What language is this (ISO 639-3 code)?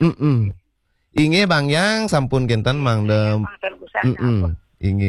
ban